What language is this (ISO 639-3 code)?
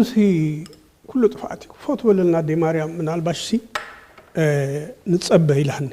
tir